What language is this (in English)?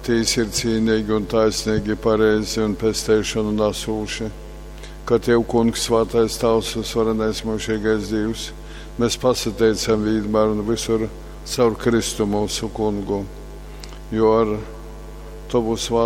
Latgalian